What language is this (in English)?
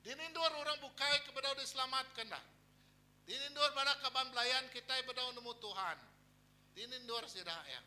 Iban